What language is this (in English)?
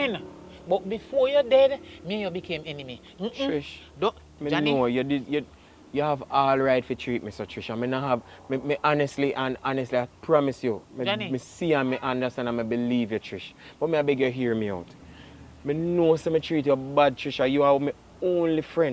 Jamaican Creole English